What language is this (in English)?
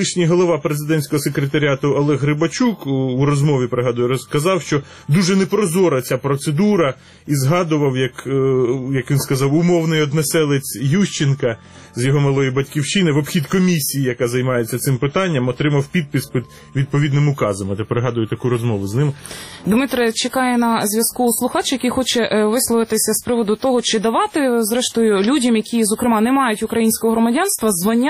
Ukrainian